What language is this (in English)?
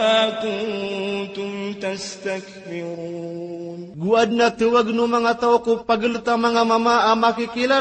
Maranao